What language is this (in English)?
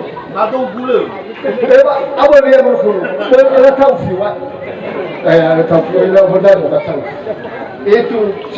Nias